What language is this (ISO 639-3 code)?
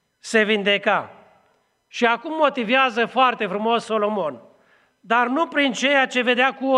ron